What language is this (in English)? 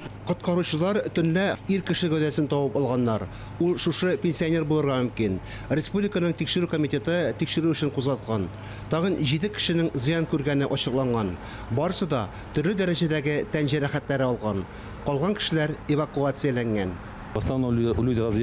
Tatar